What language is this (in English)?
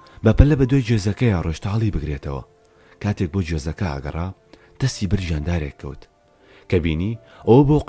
Central Kurdish